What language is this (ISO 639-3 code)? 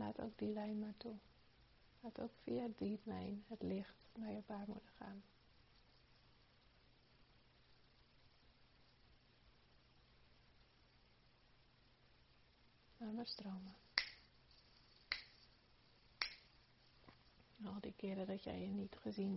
nld